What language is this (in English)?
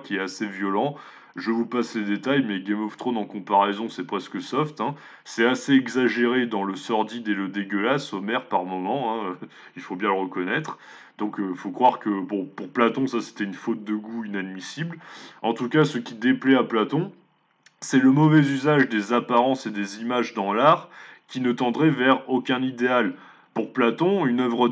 French